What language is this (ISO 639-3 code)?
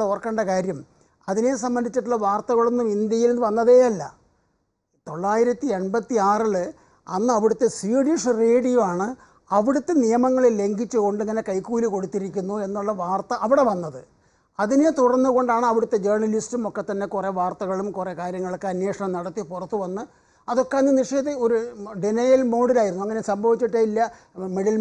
mal